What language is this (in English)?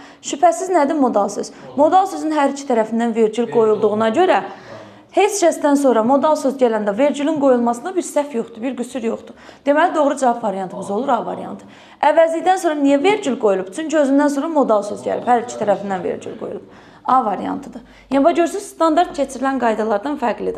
Azerbaijani